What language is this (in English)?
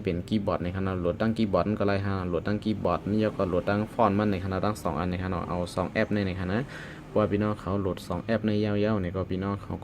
Shan